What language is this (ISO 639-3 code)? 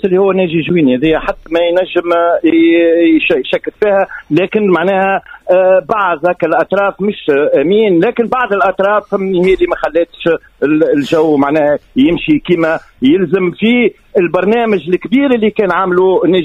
aeb